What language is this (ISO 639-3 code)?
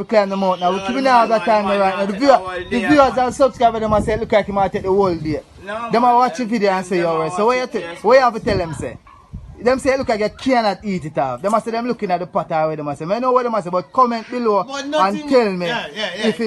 jam